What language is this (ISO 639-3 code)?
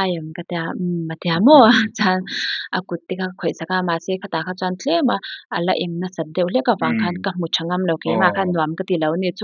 lus